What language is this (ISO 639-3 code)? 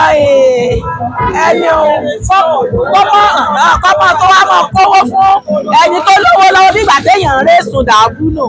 yor